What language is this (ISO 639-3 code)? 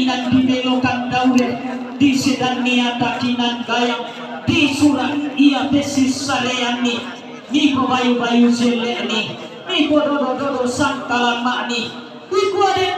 sda